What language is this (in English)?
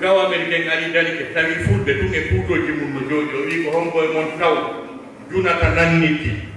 Fula